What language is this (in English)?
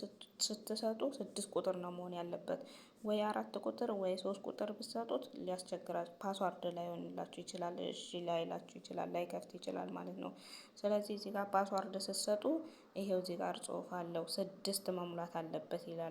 Amharic